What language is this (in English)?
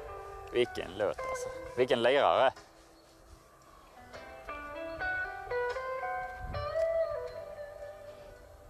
Swedish